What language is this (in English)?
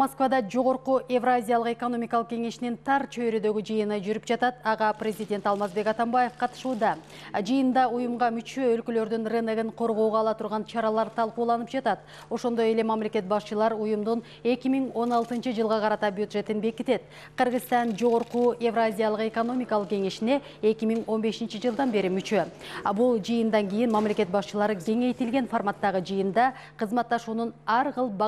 Kyrgyz